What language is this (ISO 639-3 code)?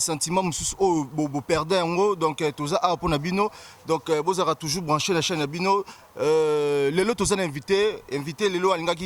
lin